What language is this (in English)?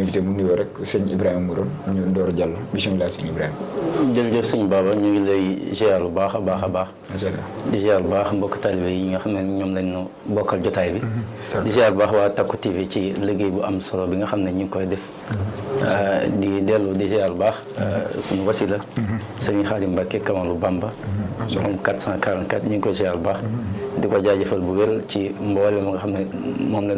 Wolof